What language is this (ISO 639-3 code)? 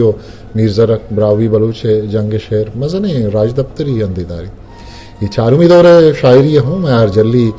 bgp